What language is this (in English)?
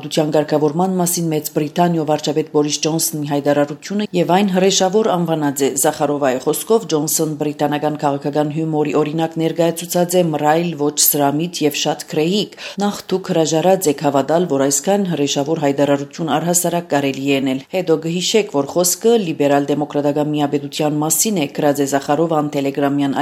Armenian